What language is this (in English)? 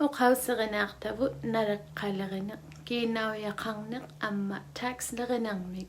Inuktitut